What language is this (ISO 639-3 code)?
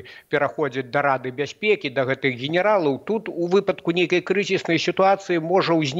bel